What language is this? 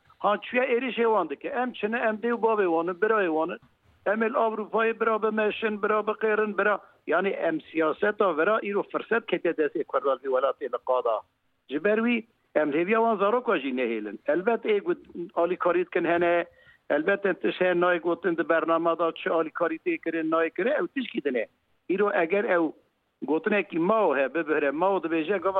Kurdish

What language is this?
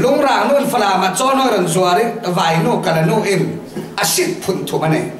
Falam Chin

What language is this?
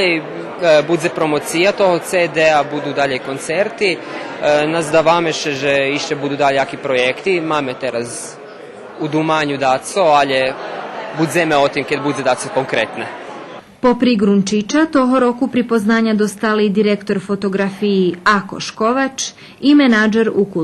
Rusyn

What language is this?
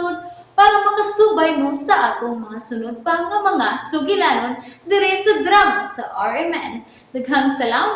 Cebuano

